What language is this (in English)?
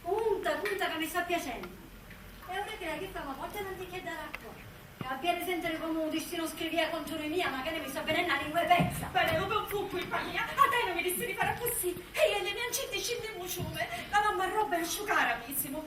Sicilian